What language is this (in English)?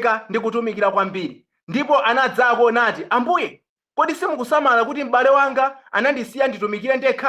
Nyanja